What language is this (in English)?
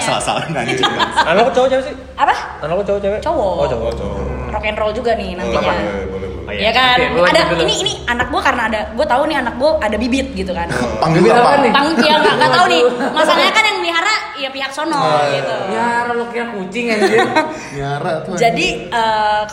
Indonesian